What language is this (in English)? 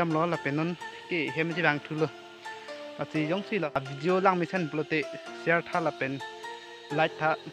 Karbi